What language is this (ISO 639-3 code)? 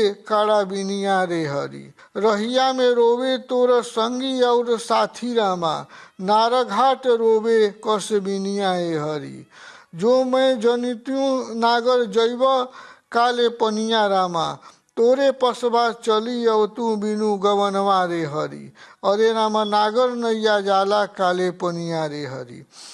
bho